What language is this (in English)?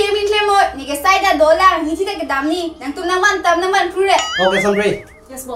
Karbi